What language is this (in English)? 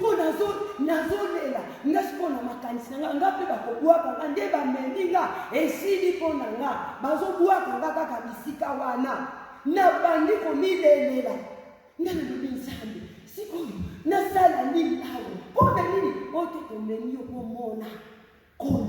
Lingala